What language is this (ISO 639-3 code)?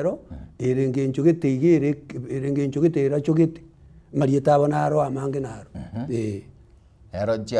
guz